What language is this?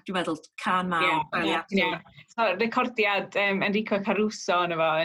Welsh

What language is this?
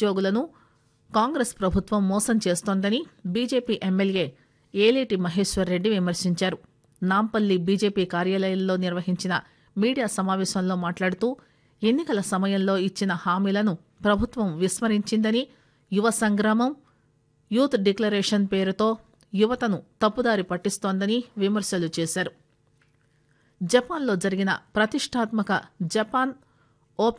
Telugu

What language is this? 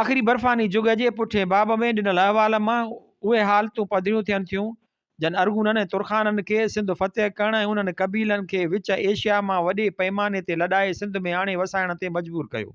Sindhi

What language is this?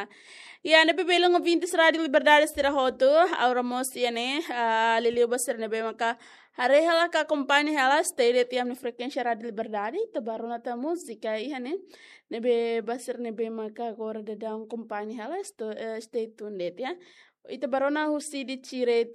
Tetum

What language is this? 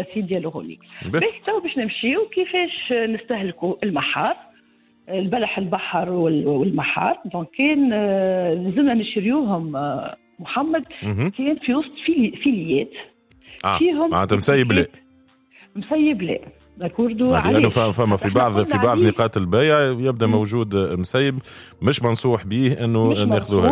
Tunisian Arabic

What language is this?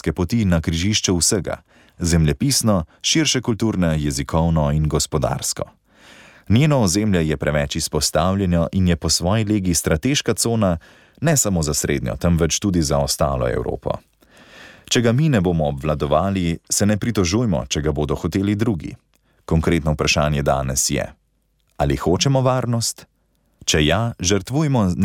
Slovenian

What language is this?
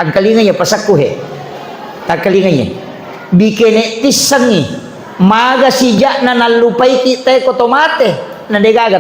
Buginese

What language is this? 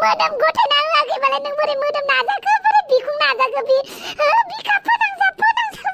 Bodo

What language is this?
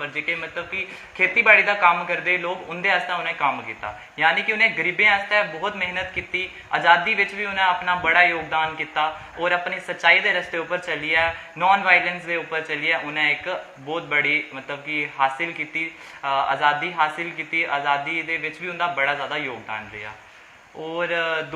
Dogri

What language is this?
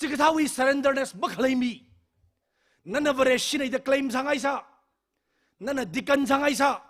Tangkhul Naga (India)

